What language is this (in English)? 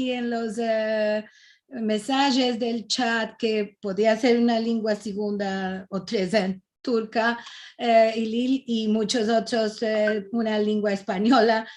Ladino